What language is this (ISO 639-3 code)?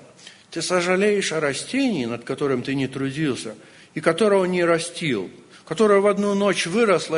rus